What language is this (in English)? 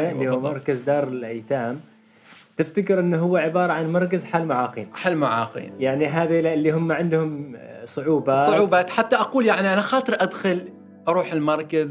Gulf Arabic